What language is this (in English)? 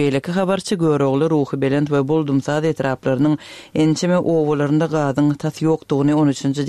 Kyrgyz